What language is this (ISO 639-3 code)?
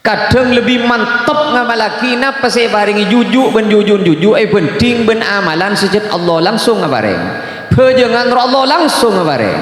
mad